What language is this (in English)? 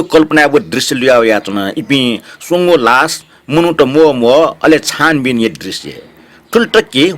Newari